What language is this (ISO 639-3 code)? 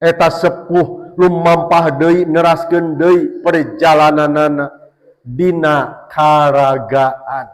sun